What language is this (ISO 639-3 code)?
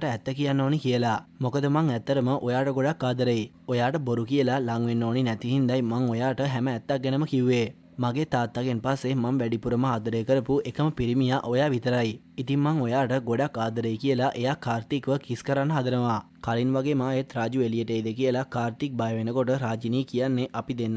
sin